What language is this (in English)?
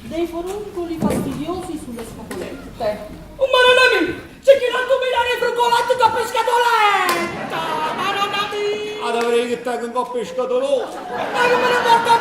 Neapolitan